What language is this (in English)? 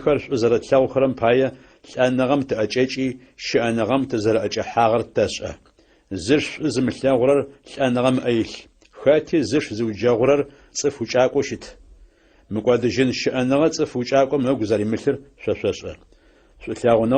Adyghe